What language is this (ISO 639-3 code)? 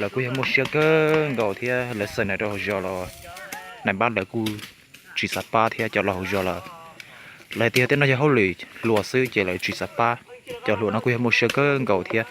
hmn